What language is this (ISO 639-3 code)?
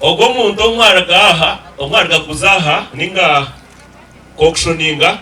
nyn